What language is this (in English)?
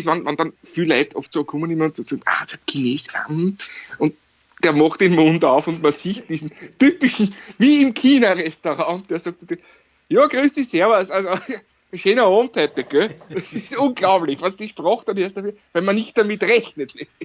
Bavarian